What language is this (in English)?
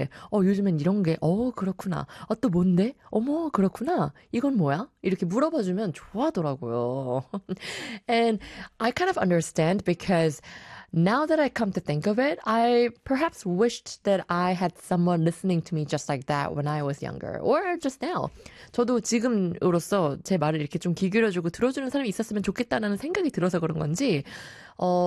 Korean